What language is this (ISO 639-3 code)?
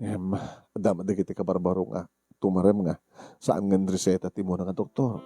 ilo